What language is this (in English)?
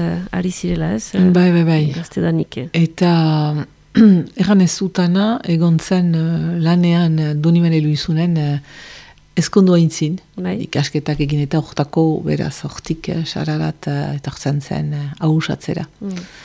Basque